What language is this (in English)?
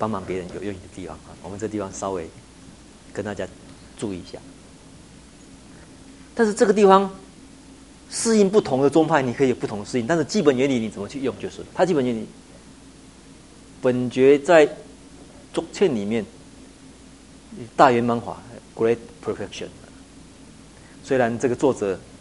Chinese